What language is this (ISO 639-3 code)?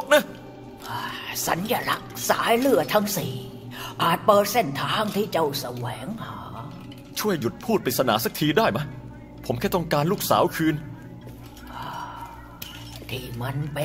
tha